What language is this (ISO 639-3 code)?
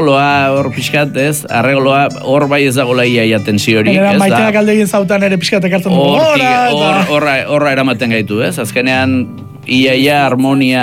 eus